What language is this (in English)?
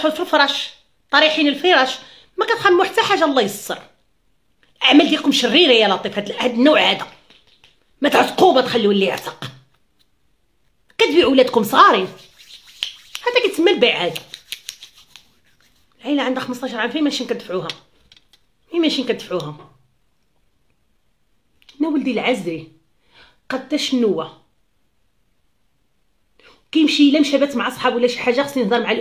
Moroccan Arabic